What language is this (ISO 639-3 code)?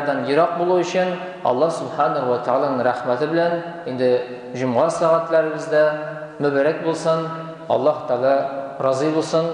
tat